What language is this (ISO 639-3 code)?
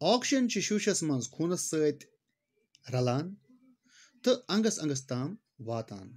kas